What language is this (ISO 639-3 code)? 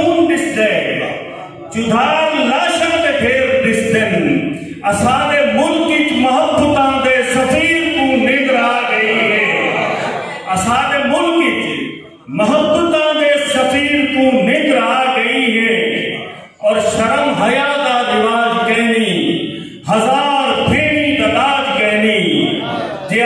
skr